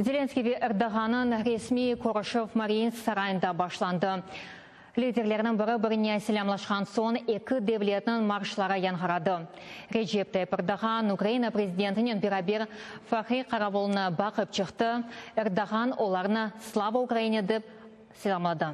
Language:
Crimean Tatar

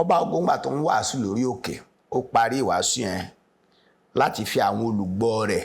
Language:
Yoruba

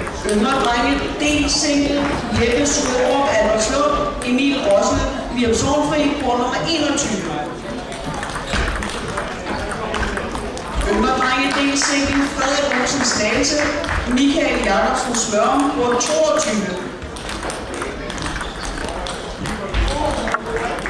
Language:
Danish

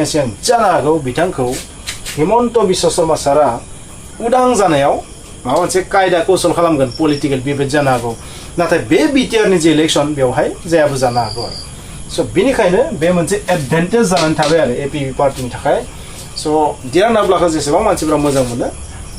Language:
Bodo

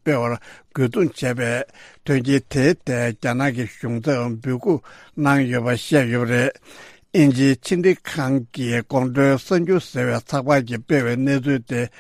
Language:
Tibetan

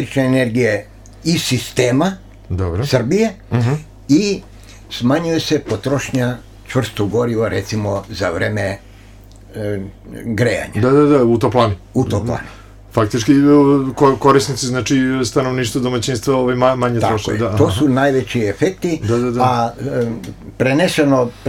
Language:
Serbian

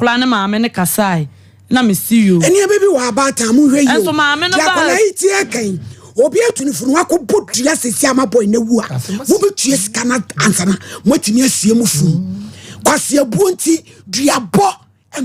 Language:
Akan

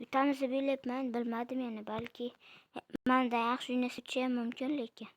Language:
Uzbek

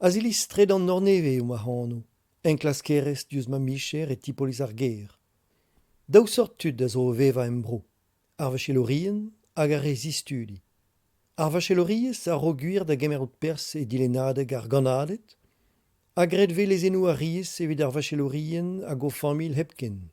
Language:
Breton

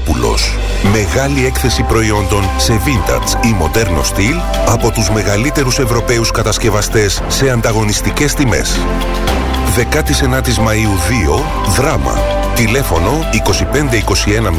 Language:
Greek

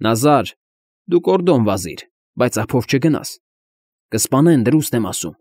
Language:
Armenian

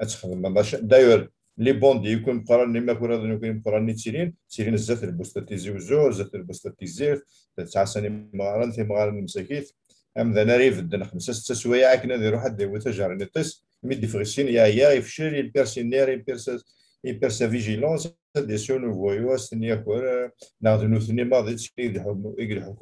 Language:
Kabyle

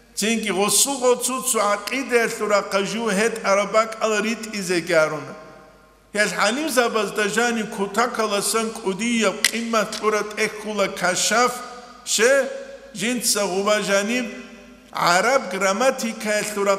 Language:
Avaric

